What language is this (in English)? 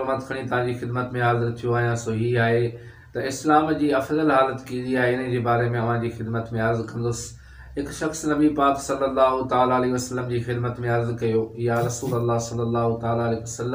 Sindhi